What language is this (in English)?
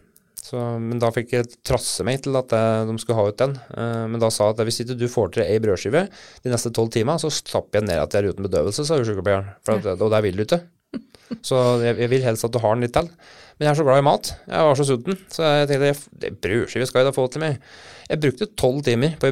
Norwegian